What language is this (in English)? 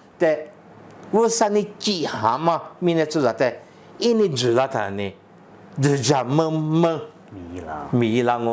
Lisu